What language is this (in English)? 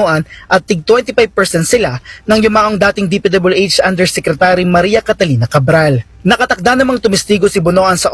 Filipino